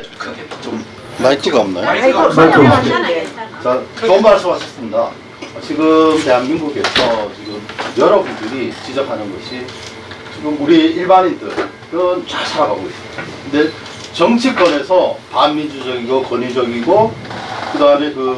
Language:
Korean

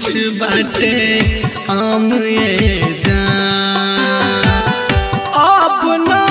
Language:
Bhojpuri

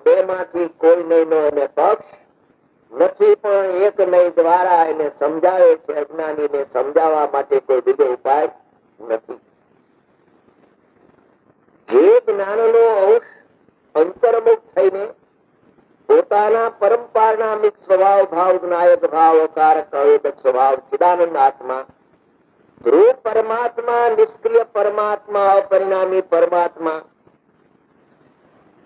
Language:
Gujarati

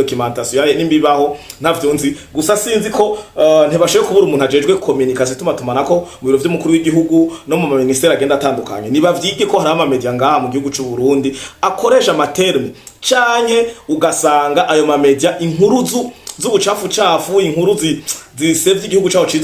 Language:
Rundi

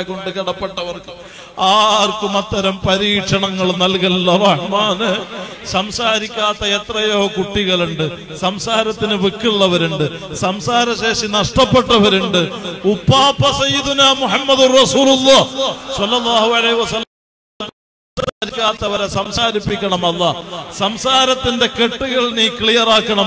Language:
Malayalam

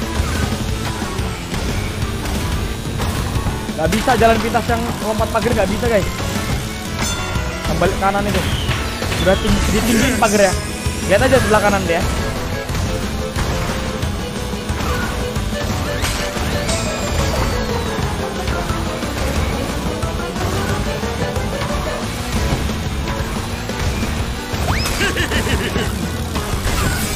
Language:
Indonesian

